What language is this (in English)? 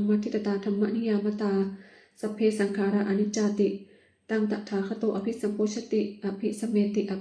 Pali